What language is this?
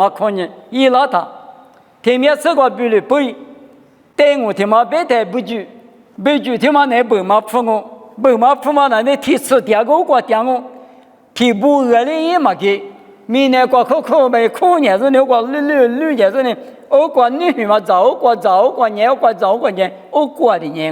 Lisu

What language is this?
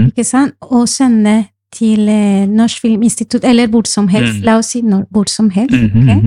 Norwegian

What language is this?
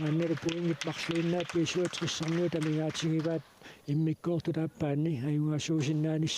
Kalaallisut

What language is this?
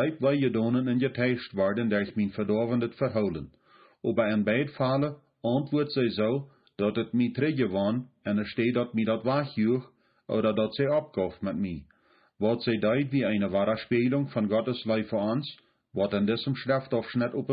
Plautdietsch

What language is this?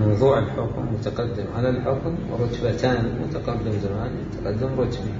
Mesopotamian Arabic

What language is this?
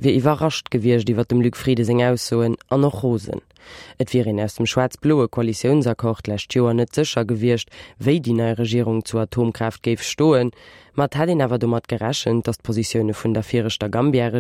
Luxembourgish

